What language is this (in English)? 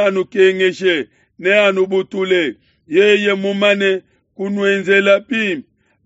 Luba-Lulua